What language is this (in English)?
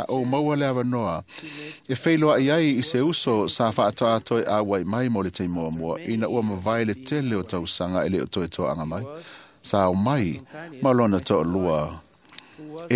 Samoan